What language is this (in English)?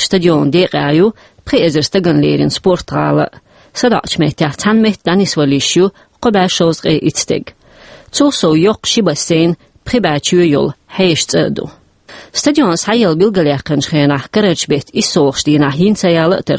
Chechen